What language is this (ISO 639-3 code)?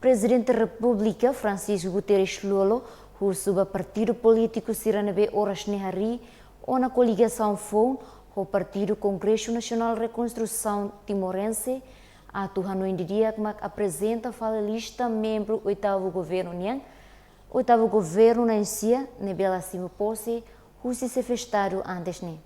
tet